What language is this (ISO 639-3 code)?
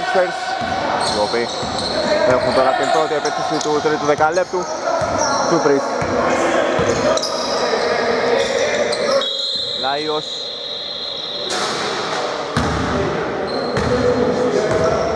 ell